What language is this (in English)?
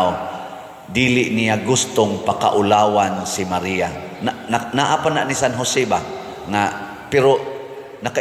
Cebuano